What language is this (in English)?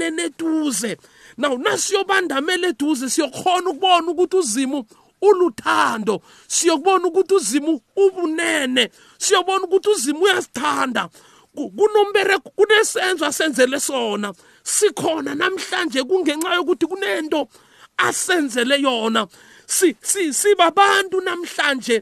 South Ndebele